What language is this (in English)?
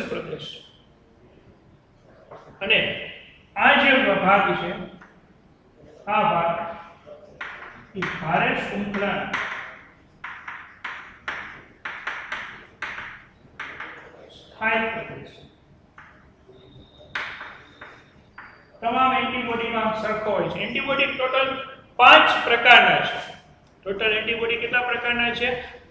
Gujarati